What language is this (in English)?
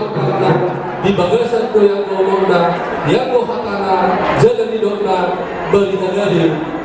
Batak Toba